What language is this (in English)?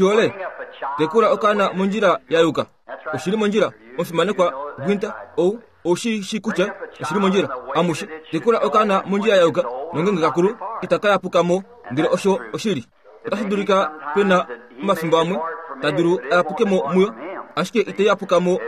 Kuanyama